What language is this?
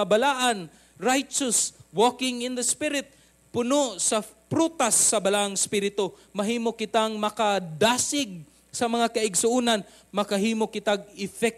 Cebuano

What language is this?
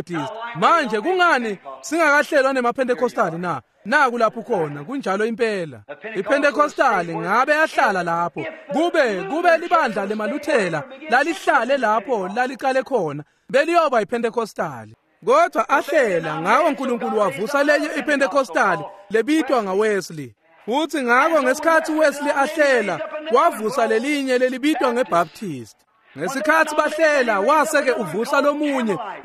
Swati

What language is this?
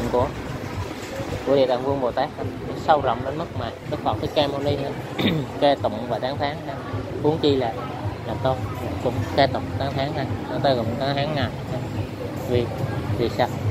Vietnamese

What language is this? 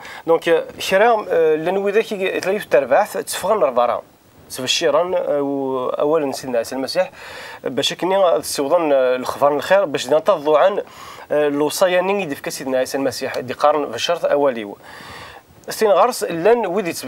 Kabyle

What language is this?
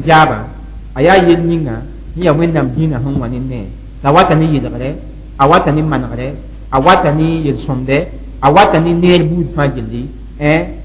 Mossi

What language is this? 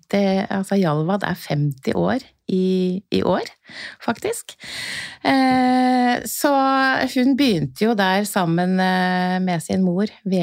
Norwegian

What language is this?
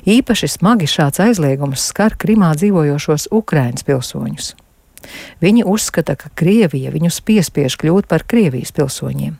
Latvian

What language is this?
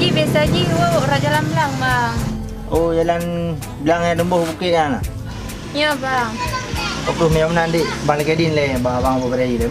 Achinese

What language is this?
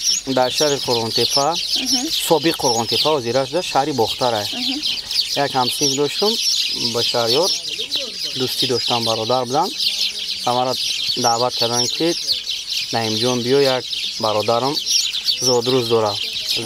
Tajik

